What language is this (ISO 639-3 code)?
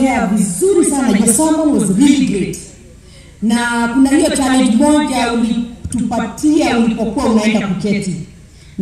swa